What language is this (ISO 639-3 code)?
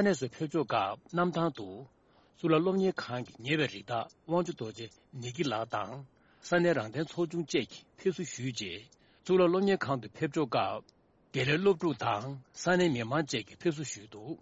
bod